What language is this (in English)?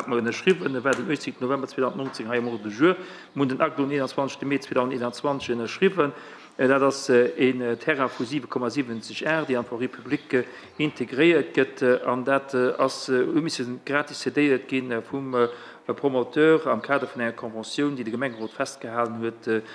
Luxembourgish